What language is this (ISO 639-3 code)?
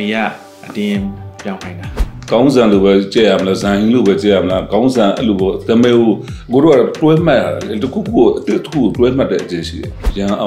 mya